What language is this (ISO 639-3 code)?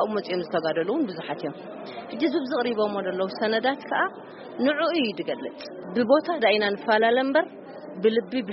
tir